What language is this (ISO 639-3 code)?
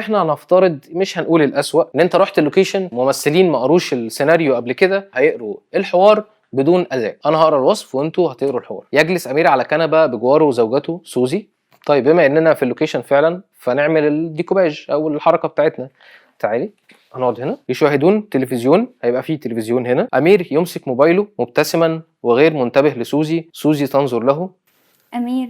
arz